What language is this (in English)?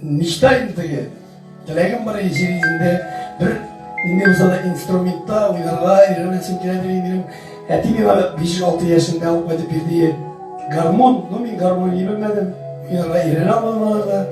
Tatar